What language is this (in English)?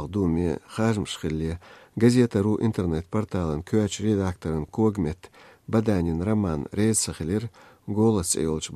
Chechen